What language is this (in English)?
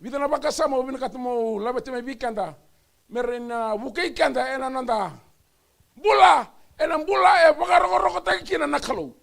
Fijian